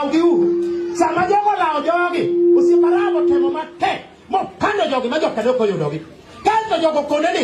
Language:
Luo (Kenya and Tanzania)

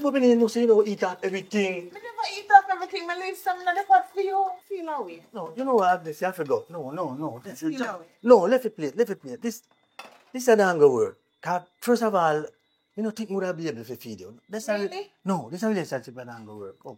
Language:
Jamaican Creole English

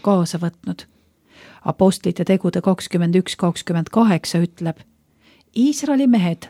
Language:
Estonian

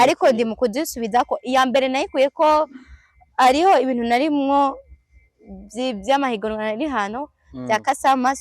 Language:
Rundi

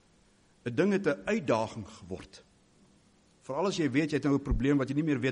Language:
Afrikaans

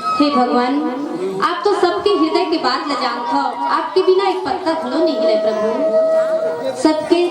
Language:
Chhattisgarhi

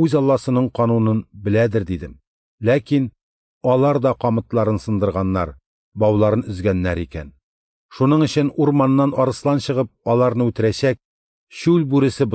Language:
Tatar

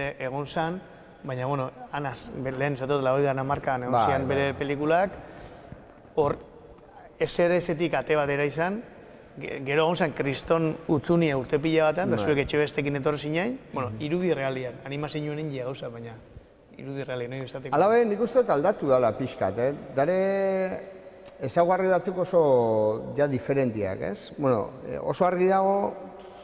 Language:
Basque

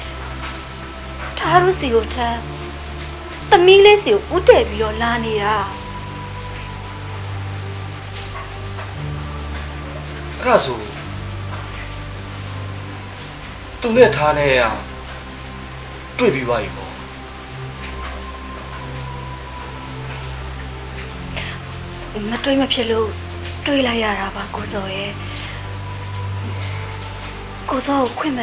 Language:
Burmese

